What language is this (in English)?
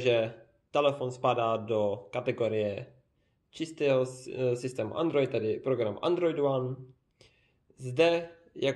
Czech